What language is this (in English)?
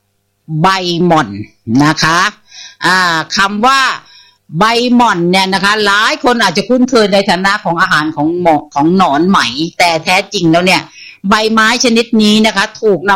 Thai